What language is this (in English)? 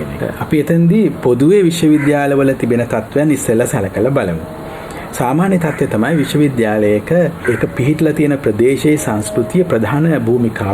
Sinhala